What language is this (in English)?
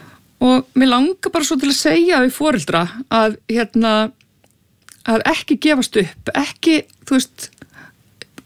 Icelandic